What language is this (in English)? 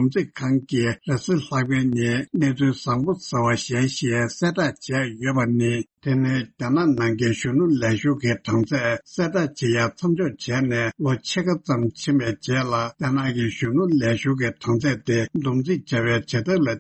Tibetan